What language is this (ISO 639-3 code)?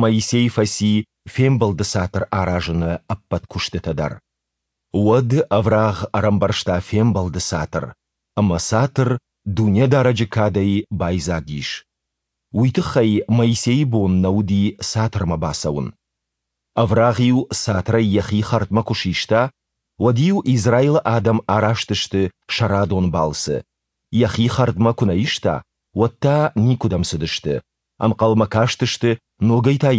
oss